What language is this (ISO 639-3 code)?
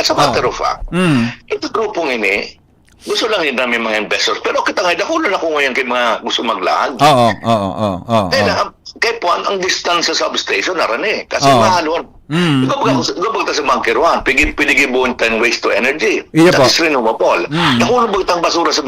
bik